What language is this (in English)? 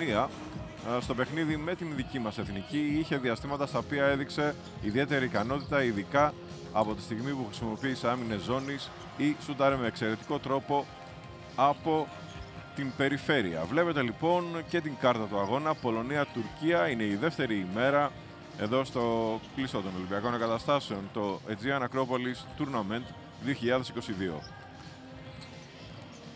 Greek